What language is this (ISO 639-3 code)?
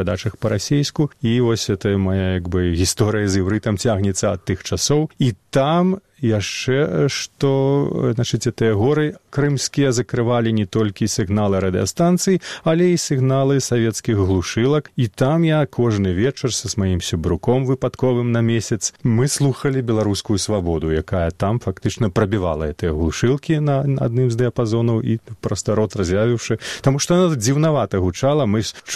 bel